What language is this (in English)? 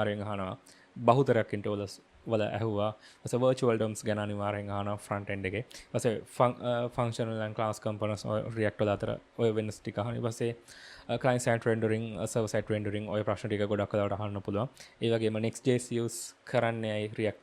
Sinhala